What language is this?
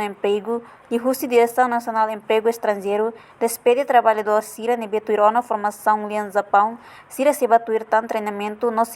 Tetum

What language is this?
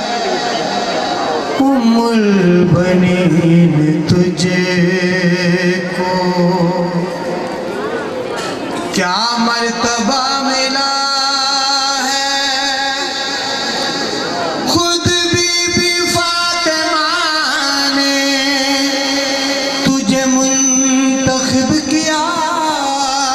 Urdu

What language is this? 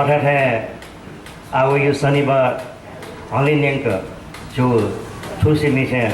Newari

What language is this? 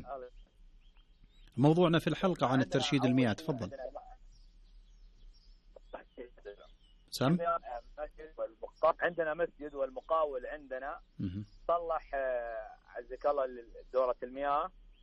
Arabic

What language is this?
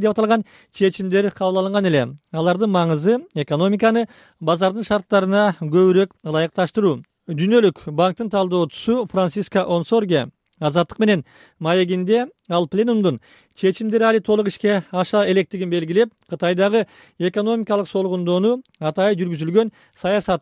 Kyrgyz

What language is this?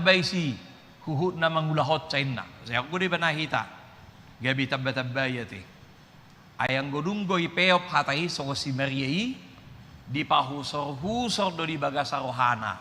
Batak Toba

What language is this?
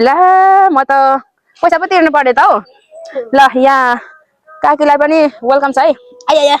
Nepali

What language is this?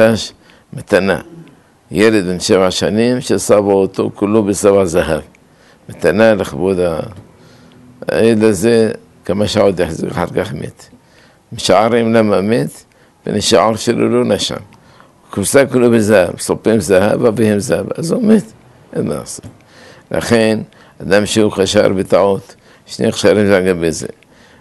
Hebrew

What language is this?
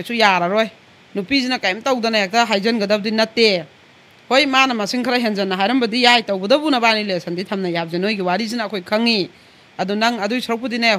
Manipuri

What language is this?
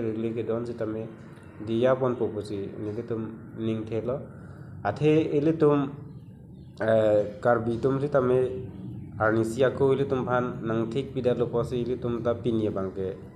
Karbi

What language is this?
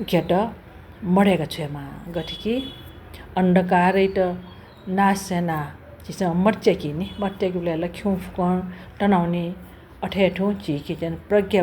Newari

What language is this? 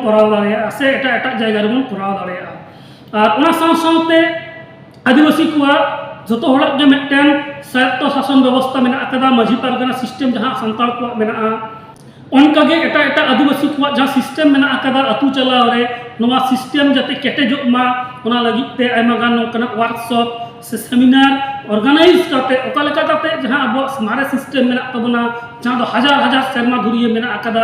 Santali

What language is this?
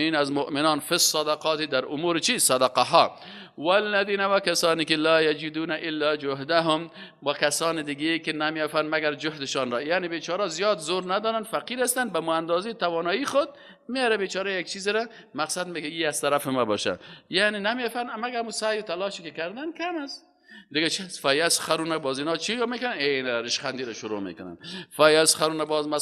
Persian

